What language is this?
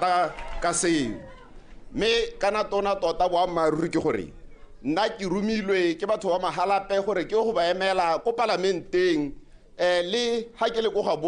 Tswana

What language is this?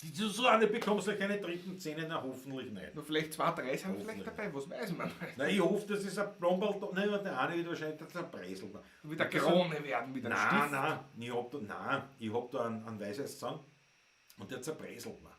Bavarian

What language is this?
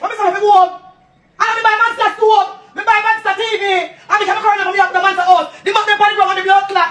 Jamaican Creole English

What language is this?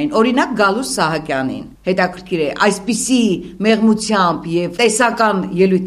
Armenian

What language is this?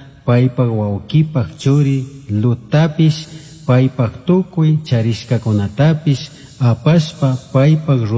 Chimborazo Highland Quichua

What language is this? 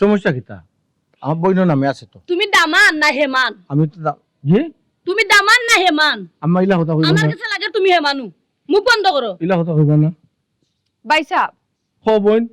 Sylheti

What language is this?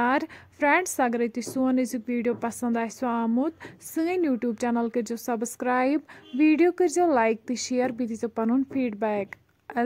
Kashmiri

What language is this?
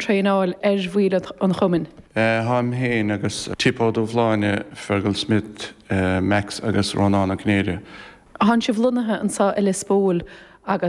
Irish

